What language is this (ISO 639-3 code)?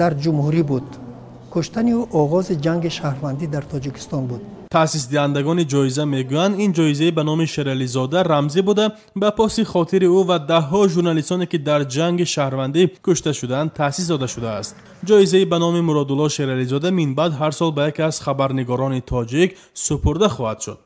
tgk